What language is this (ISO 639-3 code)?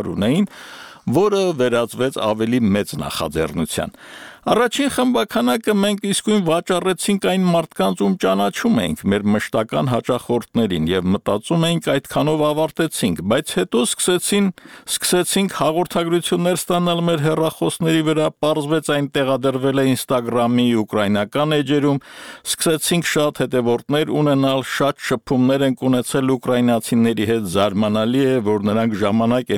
hye